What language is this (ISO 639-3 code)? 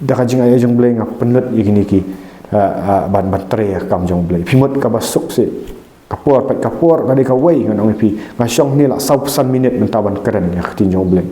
kha